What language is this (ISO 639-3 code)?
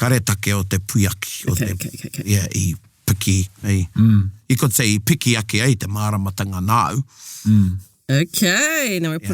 mri